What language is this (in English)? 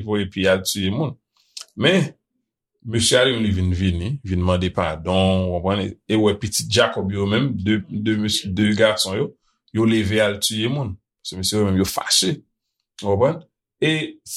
Haitian Creole